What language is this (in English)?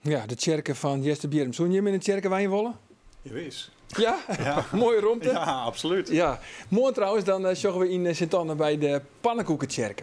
Western Frisian